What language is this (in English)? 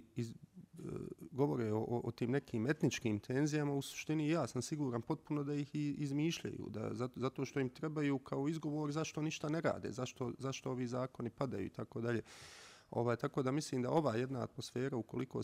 Bosnian